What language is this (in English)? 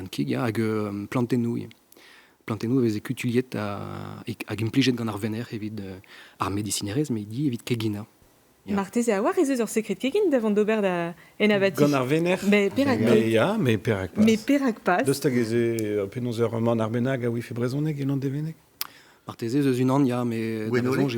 Breton